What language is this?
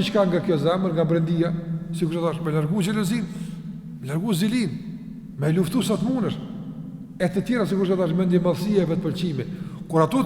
Albanian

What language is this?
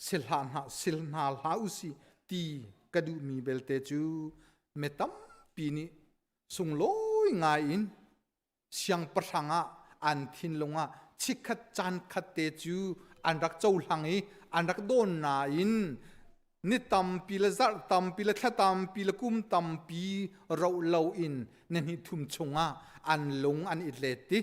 Hakha Chin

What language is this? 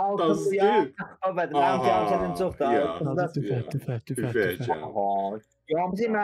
South Azerbaijani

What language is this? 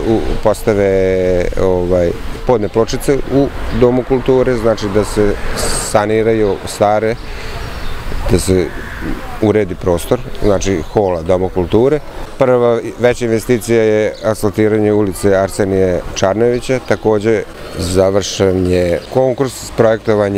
Serbian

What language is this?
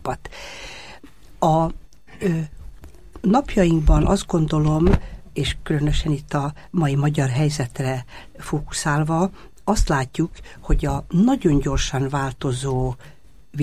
Hungarian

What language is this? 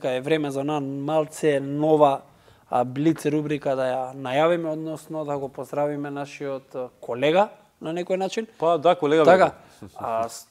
Macedonian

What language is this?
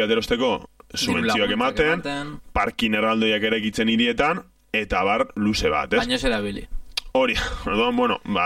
Basque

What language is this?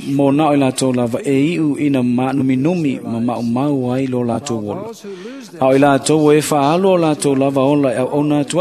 Samoan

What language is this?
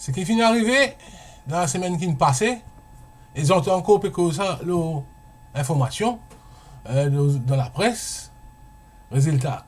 Morisyen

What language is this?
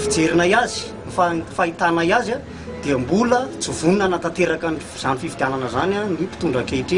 Malagasy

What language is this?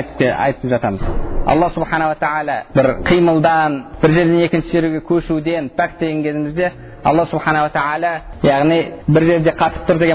Kazakh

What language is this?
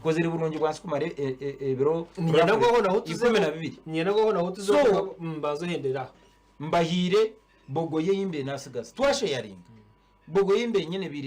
Nyankole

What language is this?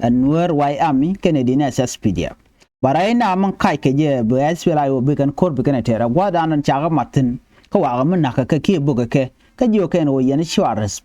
Nuer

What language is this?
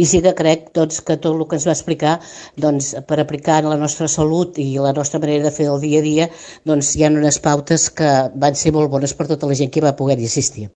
Catalan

